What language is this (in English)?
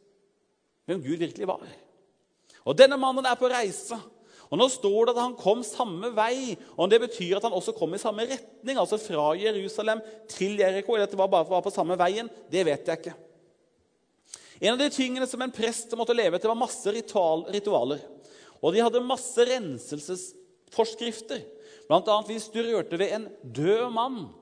Norwegian